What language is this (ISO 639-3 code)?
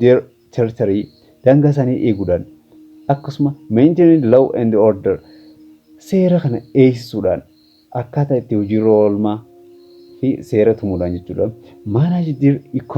orm